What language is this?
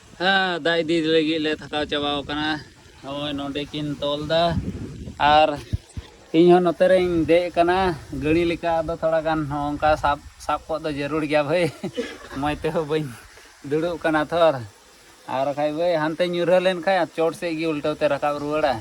Santali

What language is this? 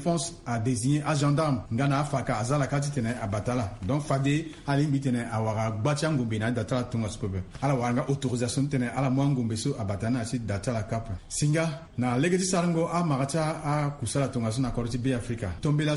Sango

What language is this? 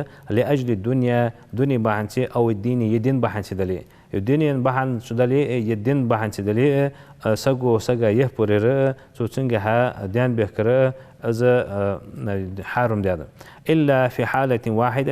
Ingush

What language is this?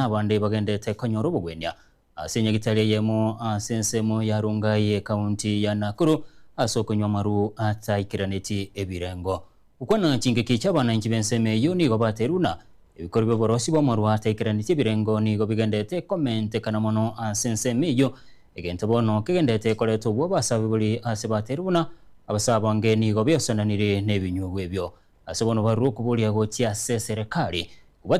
Gusii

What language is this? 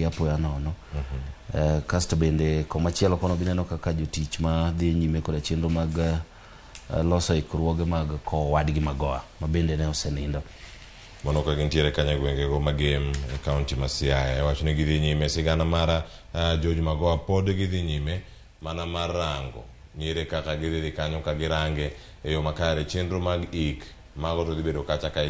Luo (Kenya and Tanzania)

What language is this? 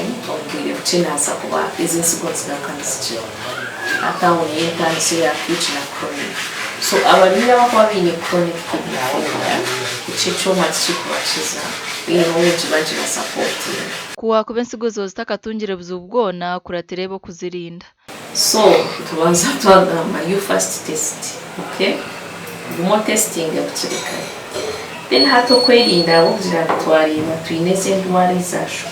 Nyankole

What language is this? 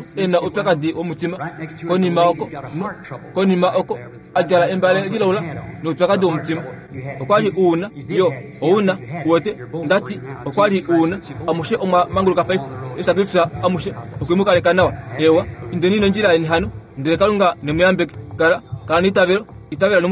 Kuanyama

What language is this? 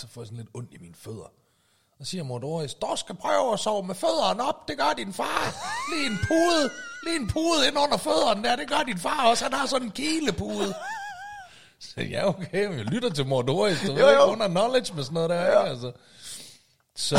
Danish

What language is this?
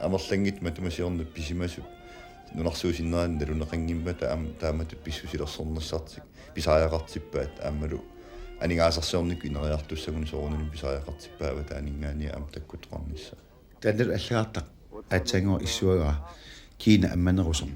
Kalaallisut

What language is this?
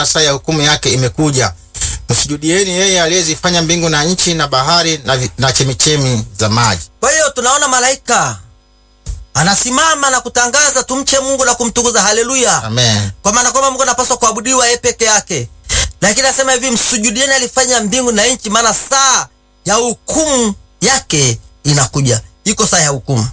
Swahili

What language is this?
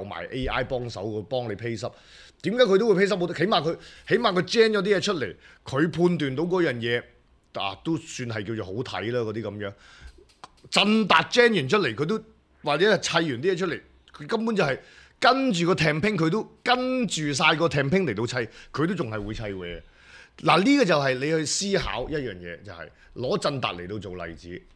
Cantonese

